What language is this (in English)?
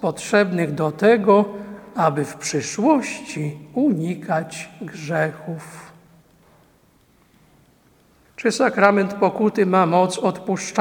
Polish